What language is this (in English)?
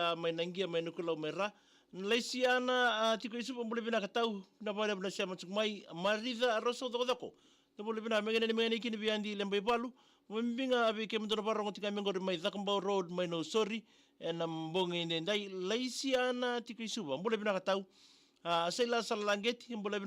Fijian